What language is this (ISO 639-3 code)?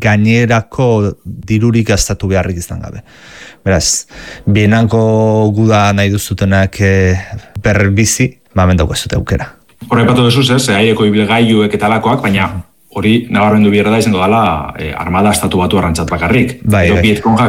eus